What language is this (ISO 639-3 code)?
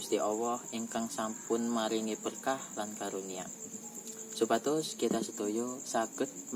jav